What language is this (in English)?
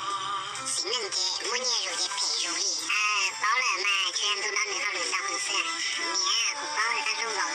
Hmong